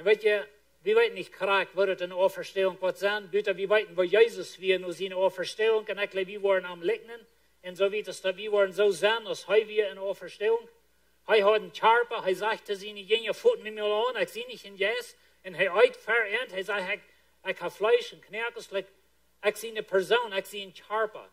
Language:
Plautdietsch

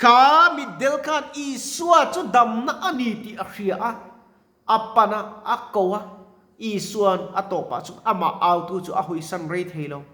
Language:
Mizo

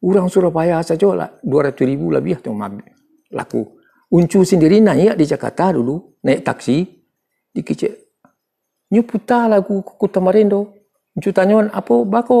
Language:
Minangkabau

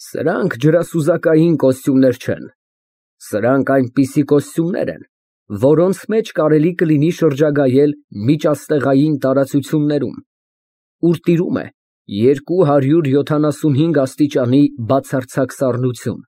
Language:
Armenian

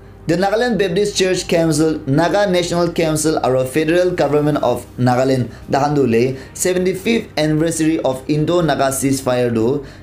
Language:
Naga Pidgin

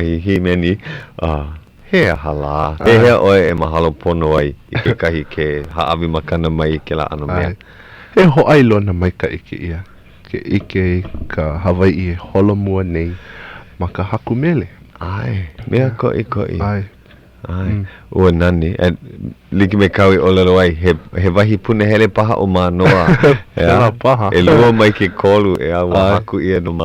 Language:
Hawaiian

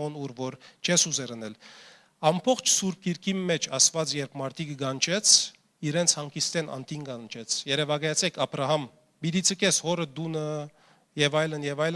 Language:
Western Armenian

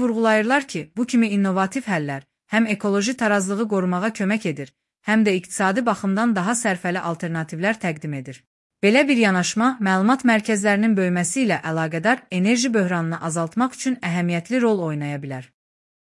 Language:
Azerbaijani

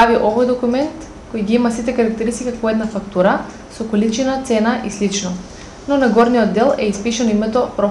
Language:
Macedonian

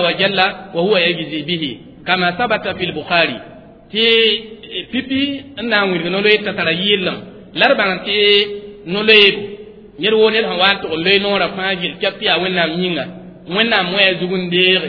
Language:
Mossi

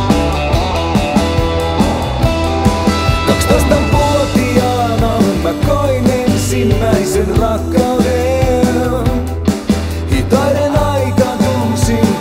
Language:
Finnish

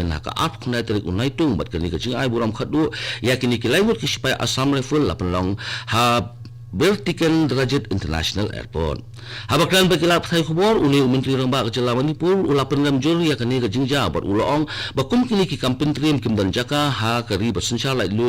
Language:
Khasi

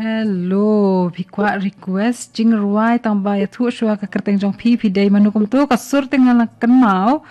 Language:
Khasi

